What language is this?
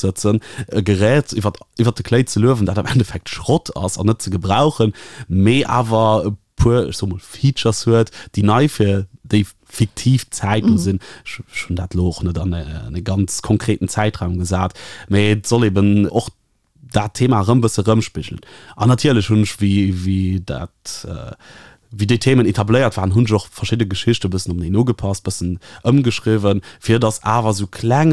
Luxembourgish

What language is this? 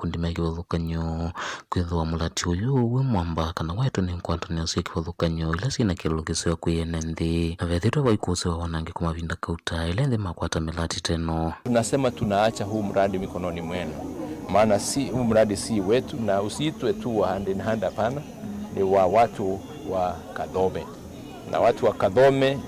Kamba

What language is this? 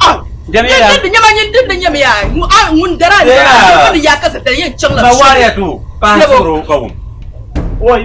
Dagbani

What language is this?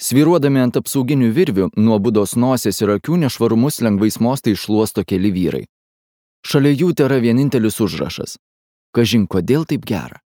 Lithuanian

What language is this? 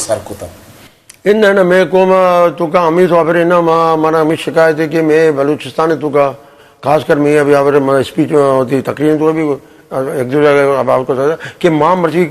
Eastern Balochi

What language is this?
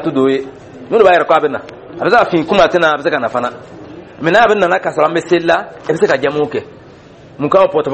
Dyula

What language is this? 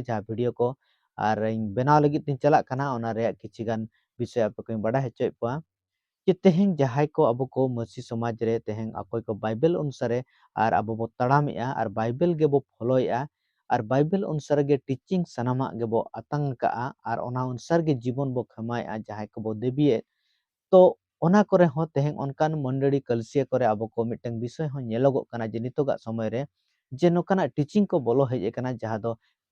Santali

